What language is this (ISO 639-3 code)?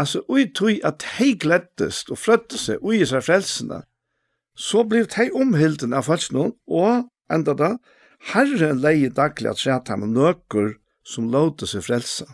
fao